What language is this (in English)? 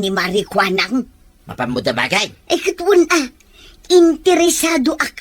Iloko